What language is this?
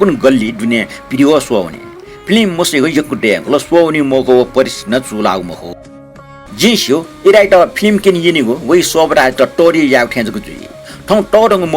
Newari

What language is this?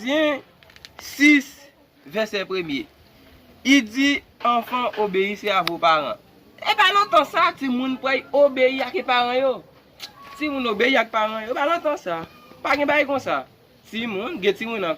Haitian Creole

